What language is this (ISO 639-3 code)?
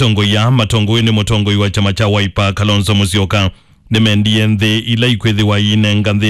kam